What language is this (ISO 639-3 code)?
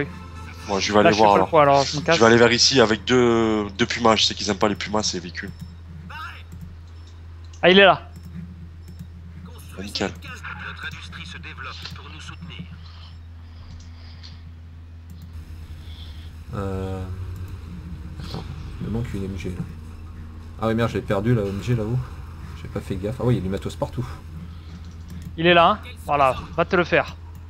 fra